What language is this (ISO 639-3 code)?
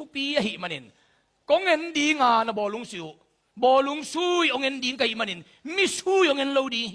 ctd